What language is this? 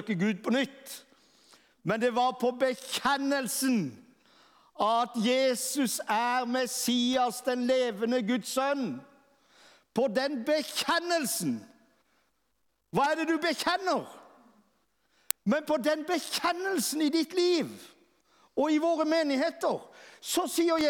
Norwegian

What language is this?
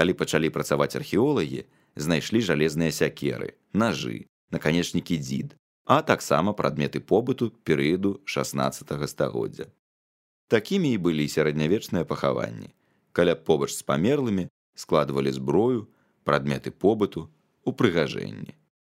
Belarusian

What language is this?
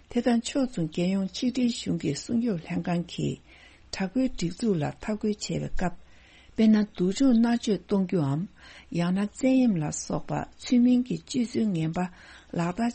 Tibetan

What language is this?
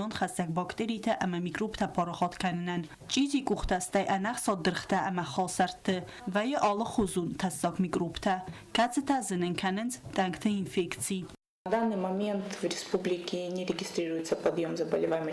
Ossetic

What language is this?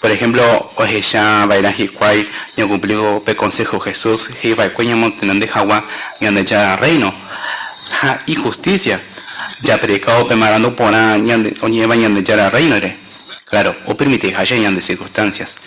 Guarani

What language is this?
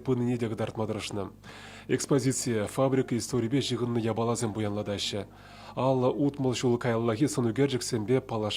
Chuvash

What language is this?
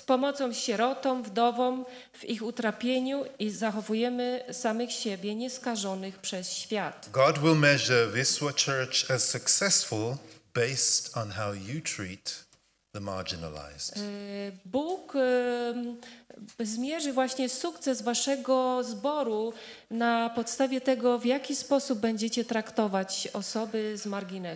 Polish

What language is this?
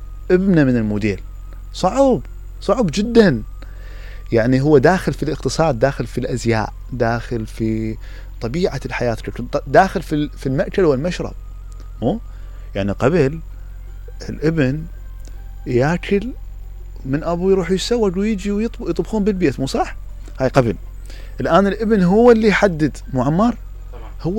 Mesopotamian Arabic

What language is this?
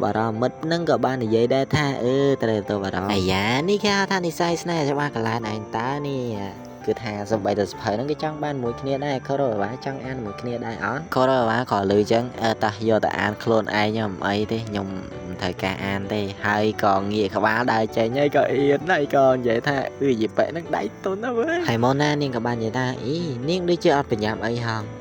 Khmer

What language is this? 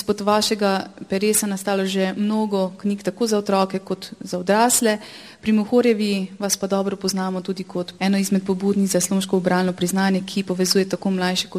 Slovenian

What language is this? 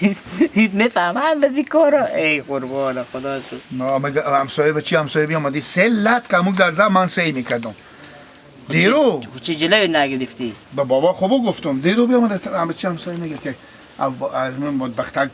Persian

